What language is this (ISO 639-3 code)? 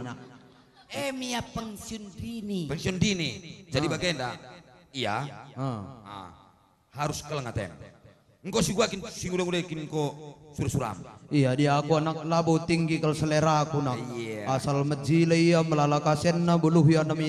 btx